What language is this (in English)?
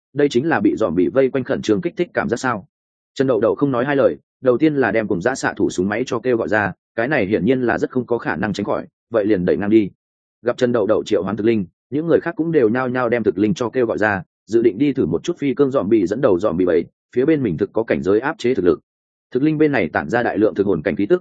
Vietnamese